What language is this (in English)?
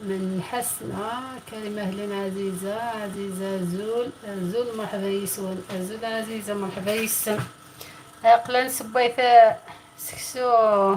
Algerian Arabic